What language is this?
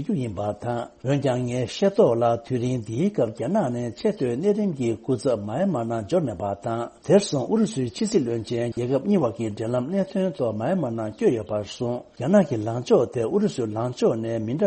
Tibetan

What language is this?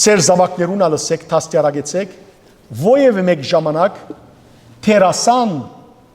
Western Armenian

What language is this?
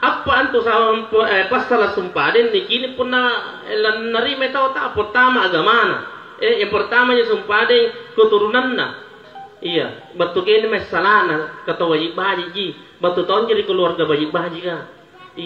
Makasar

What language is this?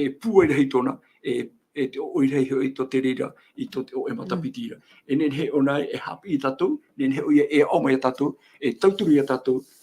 Tahitian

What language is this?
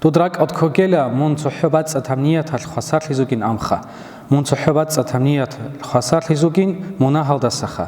Avaric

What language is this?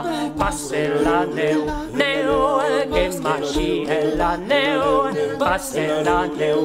Occitan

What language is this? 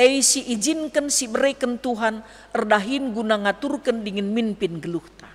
Batak Karo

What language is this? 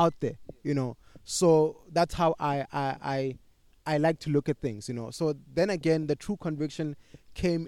English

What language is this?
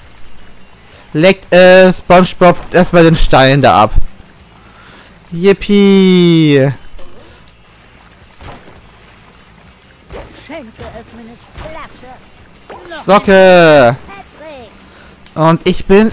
German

